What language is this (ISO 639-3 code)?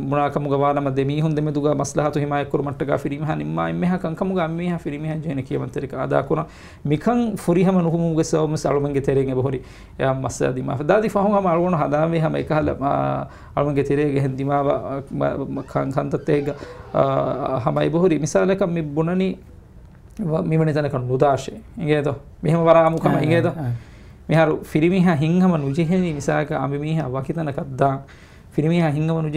div